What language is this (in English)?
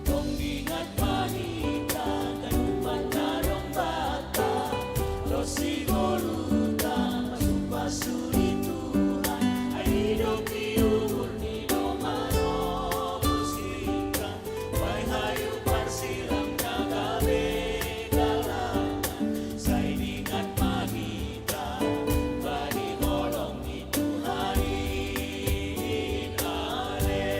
Batak Simalungun